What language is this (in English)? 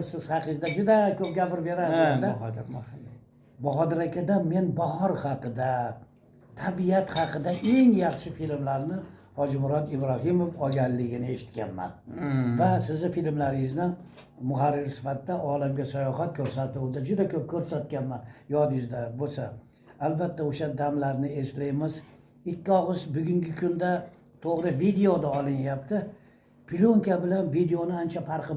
Uzbek